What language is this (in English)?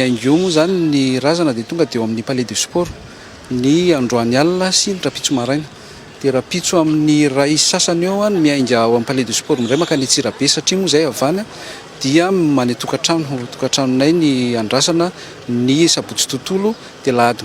Malagasy